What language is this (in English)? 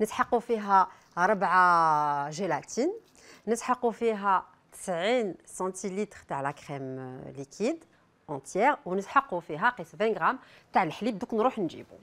Algerian Arabic